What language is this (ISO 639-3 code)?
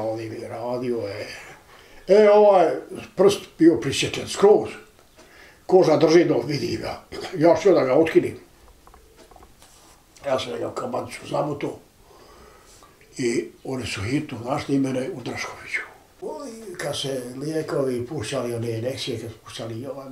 bos